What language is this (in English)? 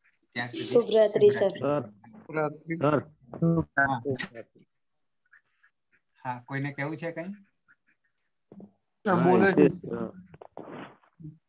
Gujarati